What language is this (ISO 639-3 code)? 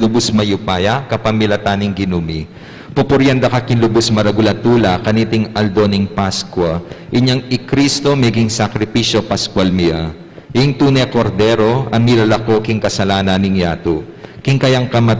pam